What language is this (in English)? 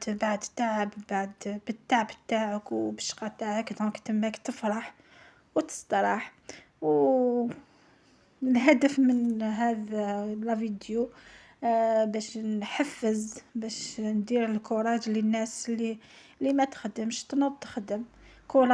Algerian Arabic